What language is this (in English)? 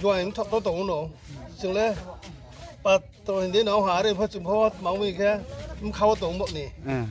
Riang (India)